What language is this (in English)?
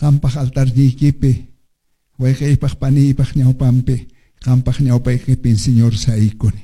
Quechua